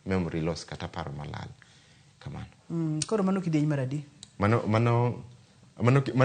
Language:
Luo (Kenya and Tanzania)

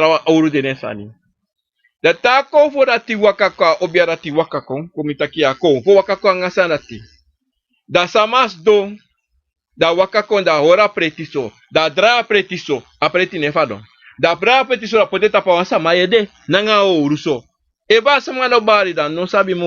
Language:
Sranan Tongo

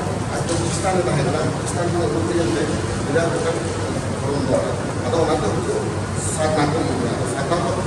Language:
Santali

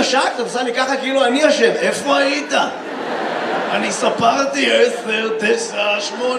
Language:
Hebrew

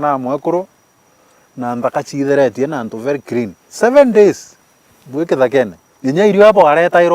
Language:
Meru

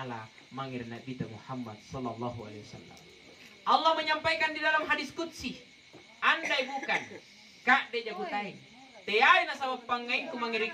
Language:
Makasar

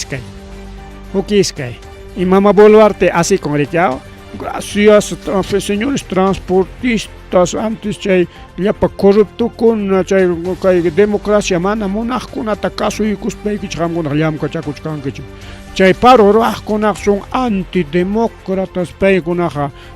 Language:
Ayacucho Quechua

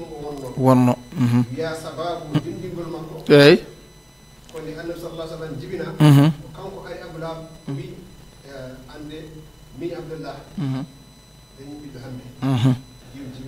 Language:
Fula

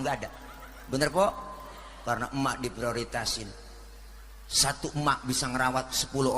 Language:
Betawi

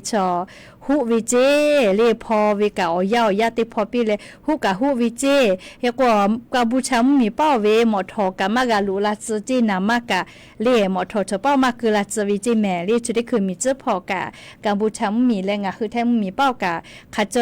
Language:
Lahu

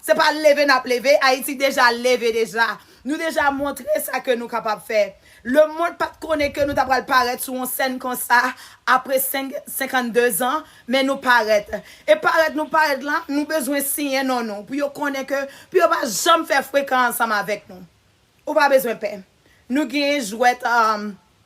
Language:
Haitian Creole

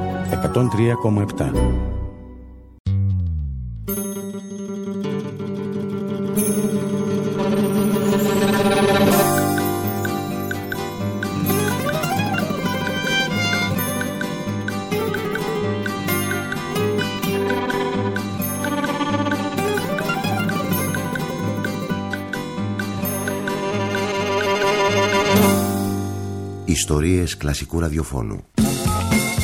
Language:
Greek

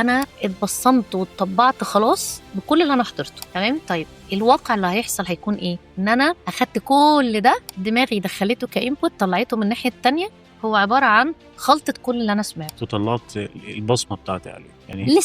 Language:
Egyptian Arabic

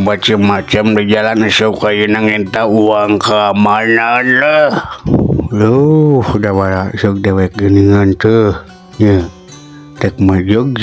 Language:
Sundanese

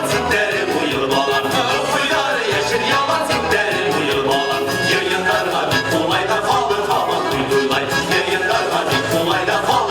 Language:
Bashkir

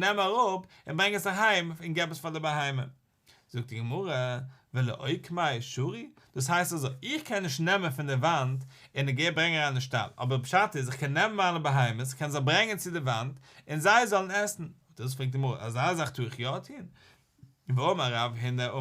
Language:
Yiddish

